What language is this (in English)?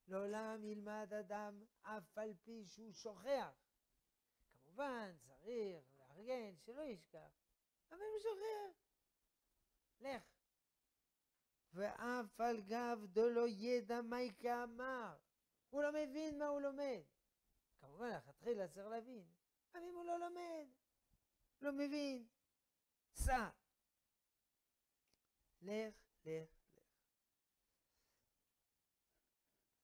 Hebrew